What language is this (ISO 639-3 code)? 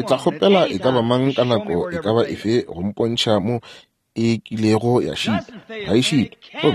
nso